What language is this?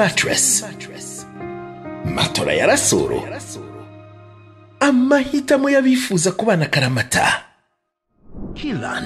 Kinyarwanda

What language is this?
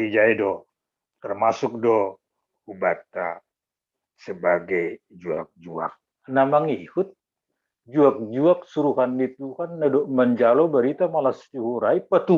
Batak Simalungun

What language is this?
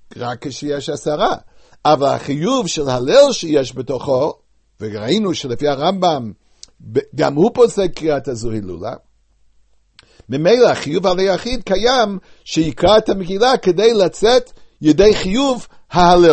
Hebrew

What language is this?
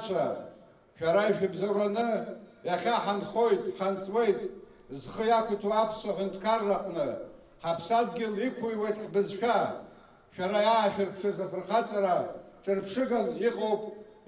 Abkhazian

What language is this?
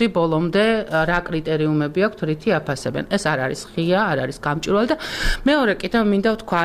Georgian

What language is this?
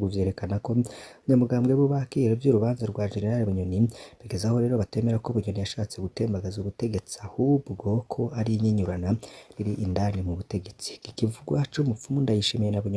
Rundi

